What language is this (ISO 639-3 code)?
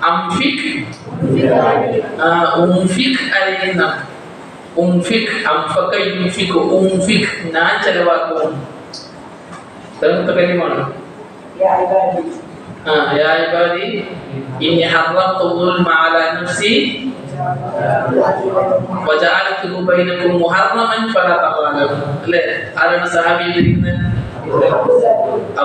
mal